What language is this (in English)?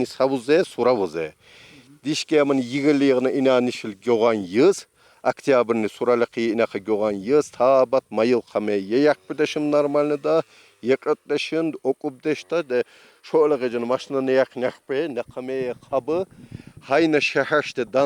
Tsakhur